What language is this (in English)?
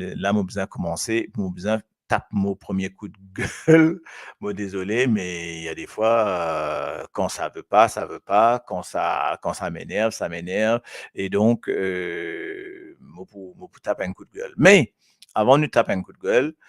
Morisyen